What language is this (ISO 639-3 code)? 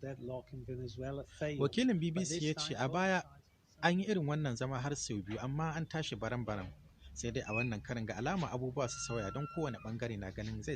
hau